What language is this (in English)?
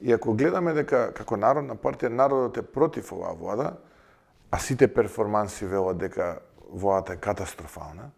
Macedonian